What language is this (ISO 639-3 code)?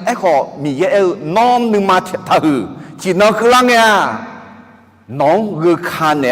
ahk